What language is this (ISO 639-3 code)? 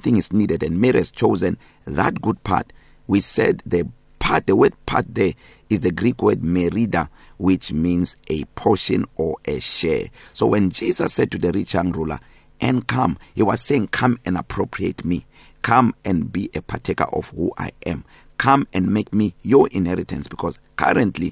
eng